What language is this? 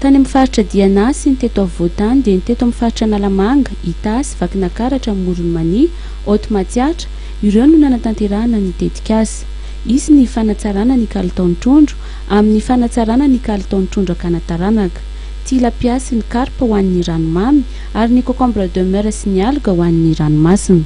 Malagasy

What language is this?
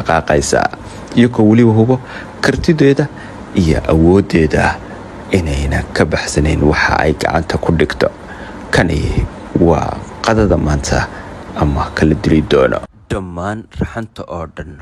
Somali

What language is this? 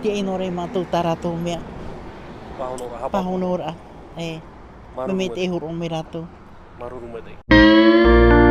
Tahitian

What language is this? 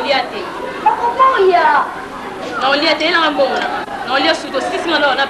Lingala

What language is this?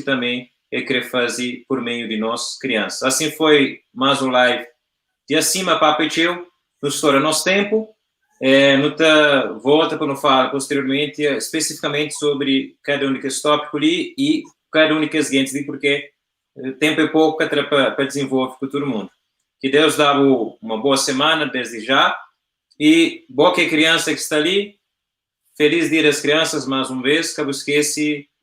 Kabuverdianu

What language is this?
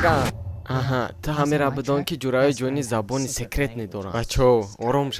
Tajik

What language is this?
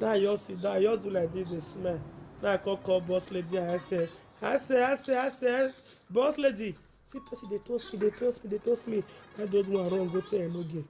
Nigerian Pidgin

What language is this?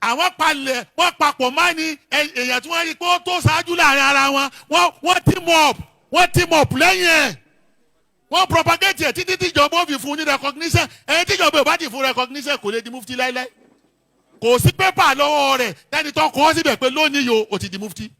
Yoruba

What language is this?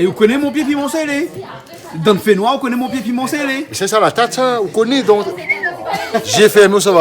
Réunion Creole French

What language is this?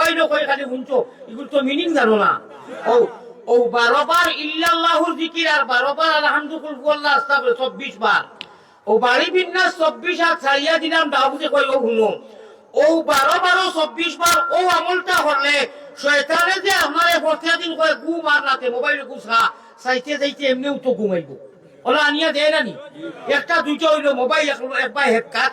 Sylheti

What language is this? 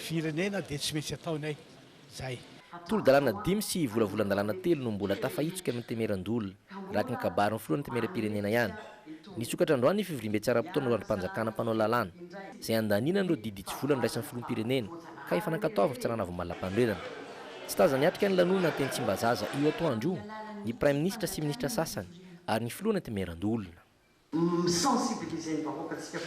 Malagasy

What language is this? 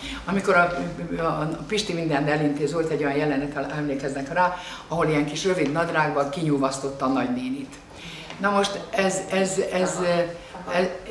Hungarian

